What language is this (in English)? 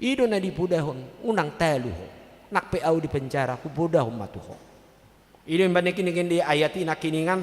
Batak Toba